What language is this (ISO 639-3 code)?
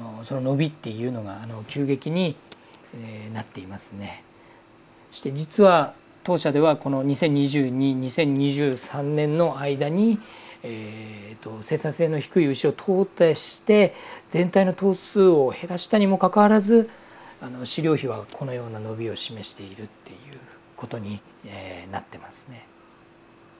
jpn